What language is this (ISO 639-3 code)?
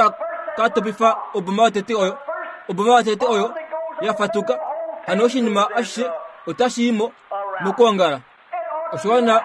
kua